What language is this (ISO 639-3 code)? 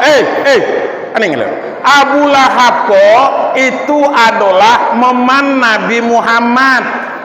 min